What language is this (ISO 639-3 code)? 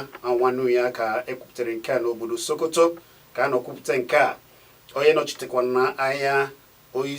ibo